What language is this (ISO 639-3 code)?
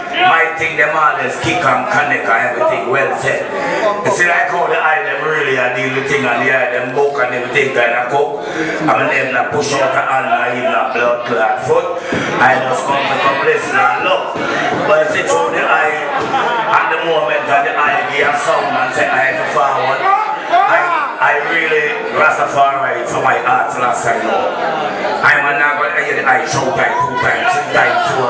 jam